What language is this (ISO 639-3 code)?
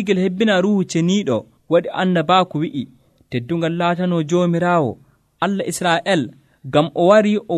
fuv